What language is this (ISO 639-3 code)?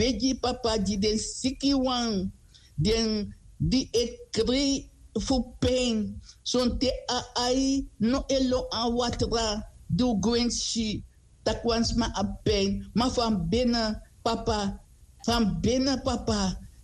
srn